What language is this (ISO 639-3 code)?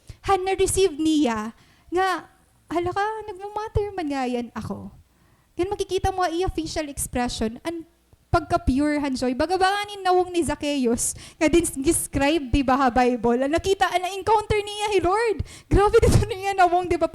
war